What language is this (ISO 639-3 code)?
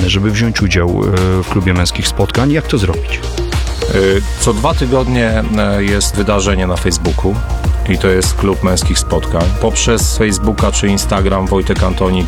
pol